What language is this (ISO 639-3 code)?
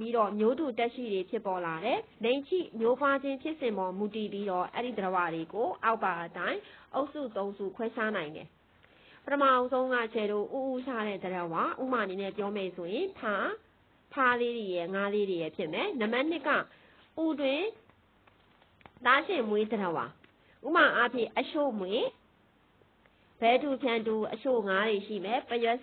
mya